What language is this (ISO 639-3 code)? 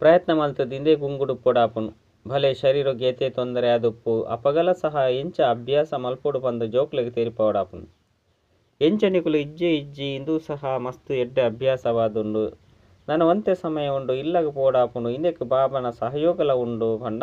tcy